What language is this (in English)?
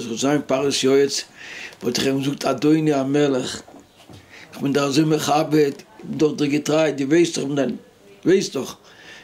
Yiddish